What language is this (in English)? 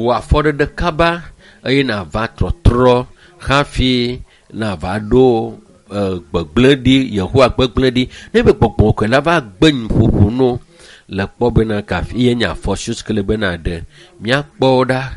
Ewe